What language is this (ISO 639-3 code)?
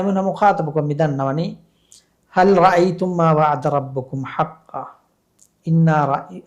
div